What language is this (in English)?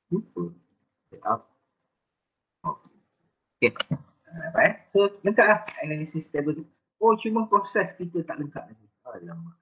Malay